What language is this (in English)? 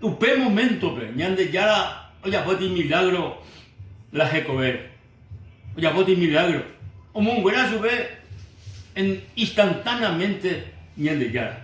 Guarani